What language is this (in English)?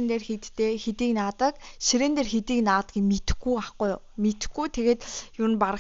Mongolian